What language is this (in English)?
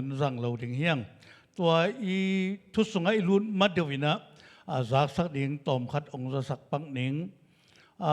Tedim Chin